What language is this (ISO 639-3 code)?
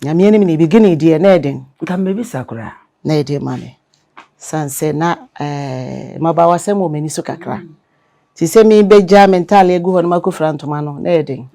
aka